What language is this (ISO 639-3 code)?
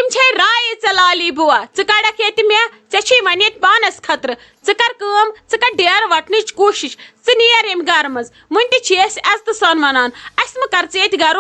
kas